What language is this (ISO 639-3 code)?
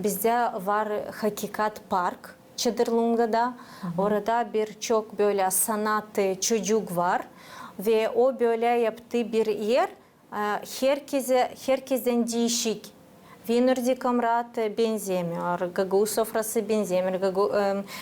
gag